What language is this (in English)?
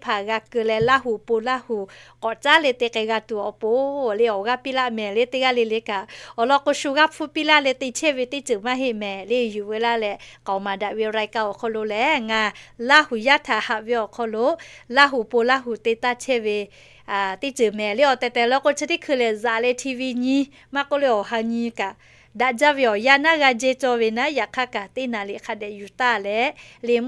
Lahu